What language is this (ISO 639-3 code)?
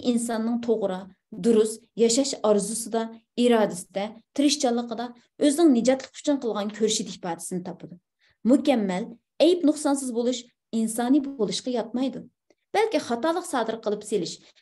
uig